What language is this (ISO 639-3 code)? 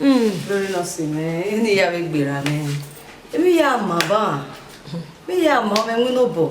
bin